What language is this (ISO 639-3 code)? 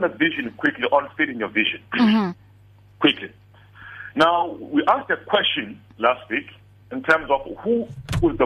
eng